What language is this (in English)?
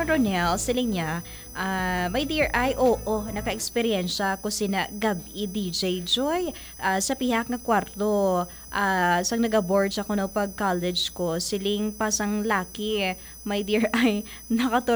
Hiligaynon